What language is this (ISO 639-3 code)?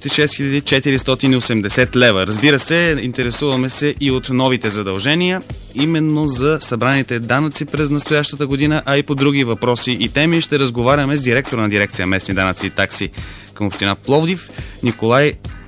bul